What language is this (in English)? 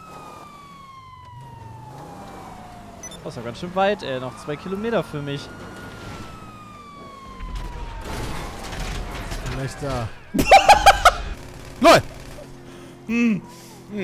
German